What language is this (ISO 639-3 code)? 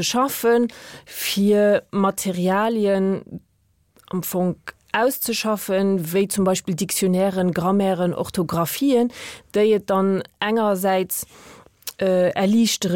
ltz